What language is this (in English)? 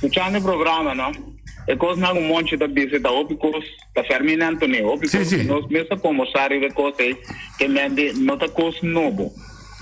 Papiamento